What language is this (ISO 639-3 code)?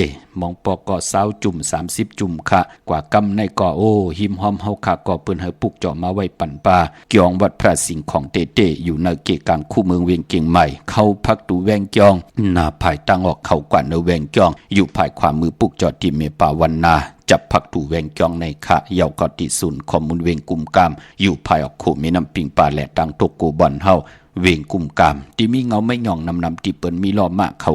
shn